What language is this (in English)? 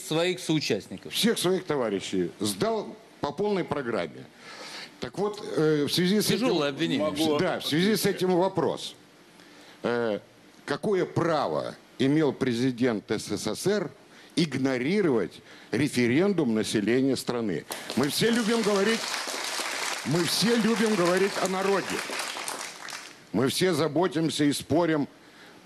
Russian